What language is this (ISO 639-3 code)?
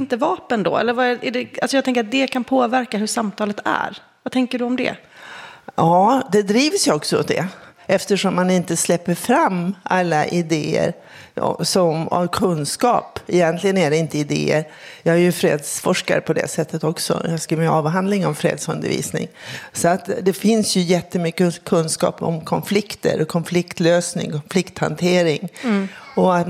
swe